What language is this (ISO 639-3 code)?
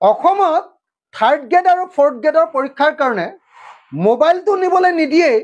asm